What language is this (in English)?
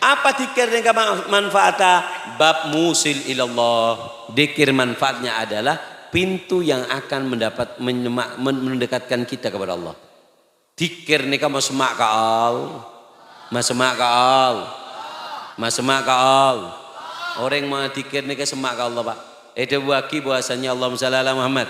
Madurese